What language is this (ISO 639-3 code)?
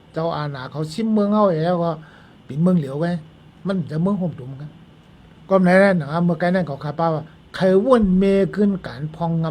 shn